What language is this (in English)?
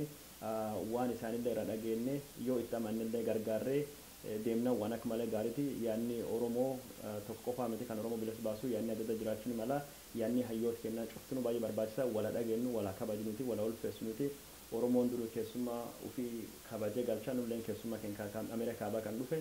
Oromo